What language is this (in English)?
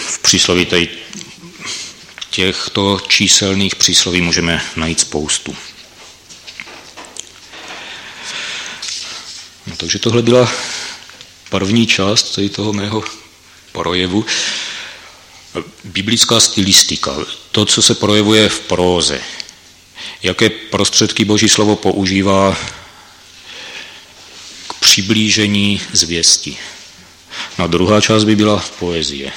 Czech